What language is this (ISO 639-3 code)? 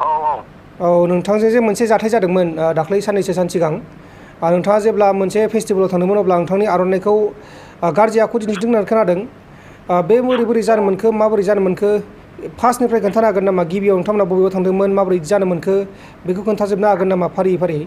brx